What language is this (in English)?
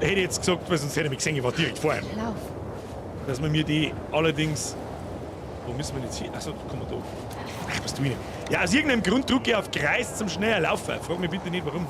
Bavarian